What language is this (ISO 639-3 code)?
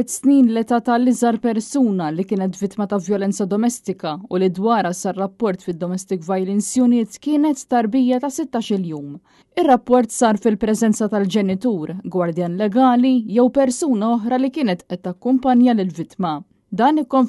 mlt